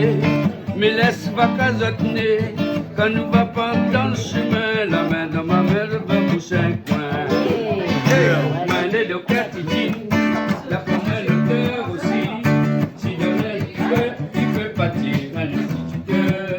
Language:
Réunion Creole French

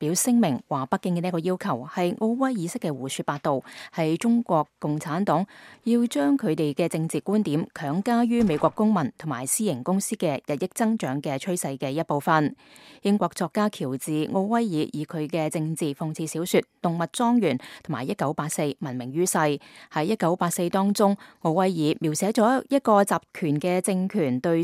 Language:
Cantonese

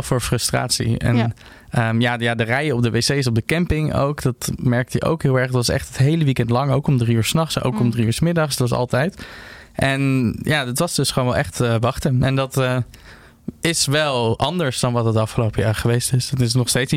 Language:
Dutch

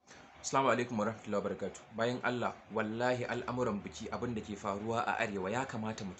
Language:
Hausa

